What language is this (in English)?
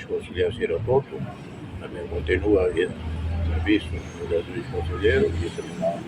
Tetum